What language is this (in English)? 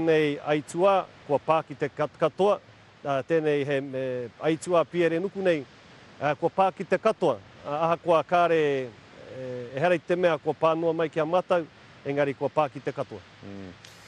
Māori